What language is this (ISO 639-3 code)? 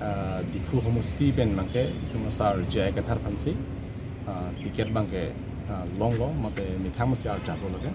mjw